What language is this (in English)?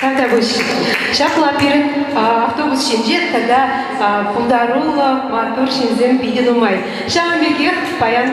Chuvash